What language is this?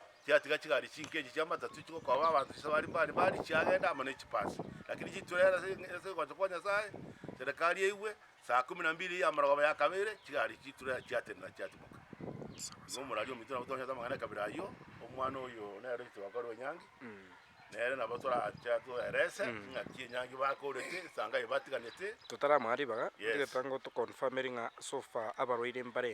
Gusii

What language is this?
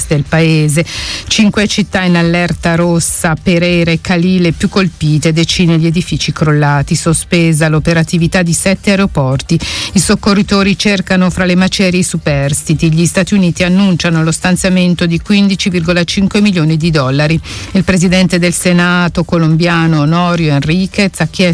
Italian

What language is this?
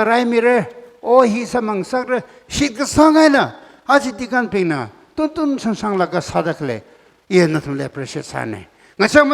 Tangkhul Naga (India)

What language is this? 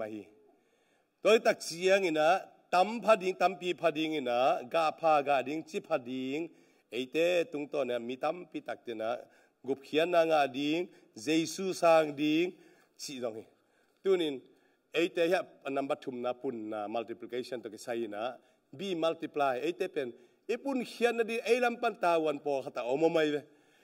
Tedim Chin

